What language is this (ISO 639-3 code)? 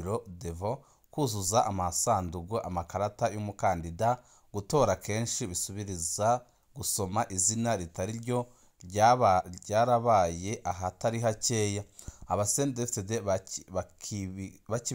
run